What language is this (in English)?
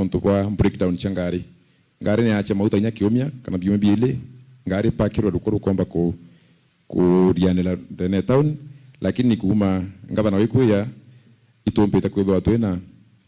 Meru